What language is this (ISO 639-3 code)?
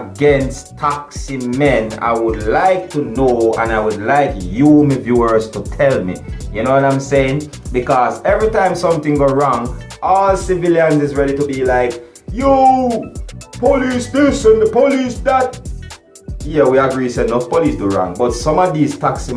jam